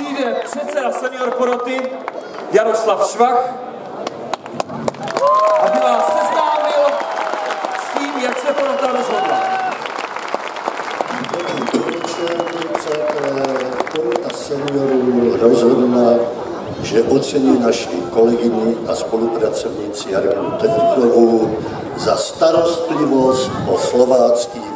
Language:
Czech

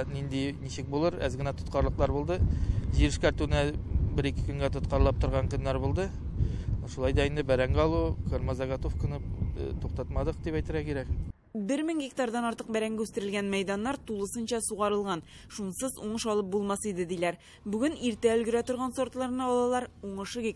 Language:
Tatar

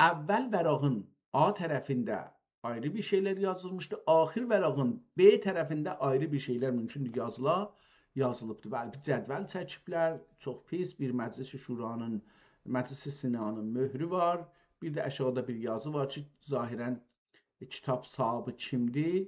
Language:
South Azerbaijani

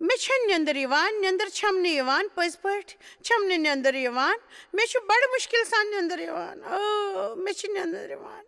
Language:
Kashmiri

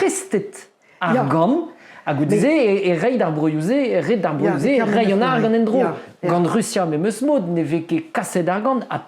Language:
Breton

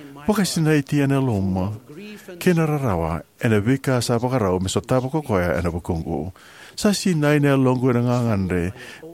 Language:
Fijian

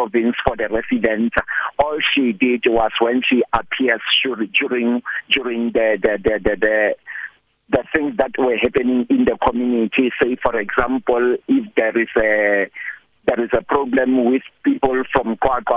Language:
English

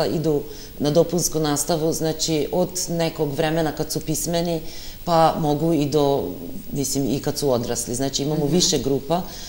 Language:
Serbian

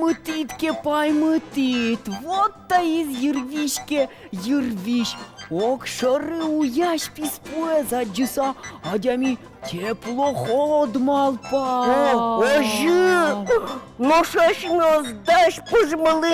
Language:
Udmurt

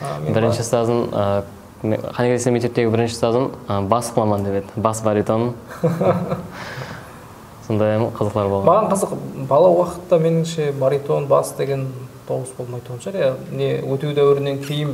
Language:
Kara-Kalpak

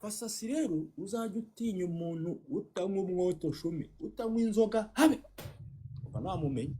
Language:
Kinyarwanda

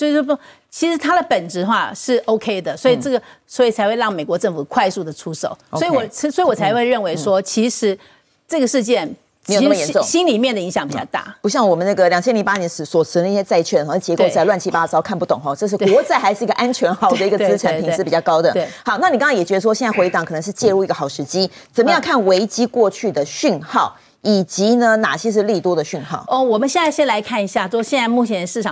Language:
Chinese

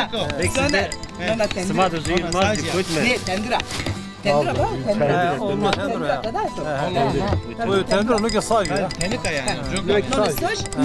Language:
Zaza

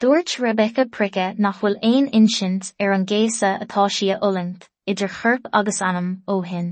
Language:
Irish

